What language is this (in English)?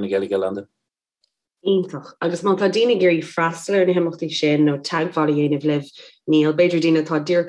Irish